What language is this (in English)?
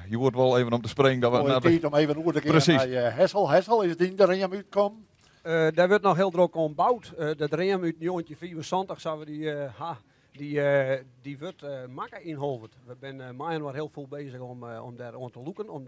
Western Frisian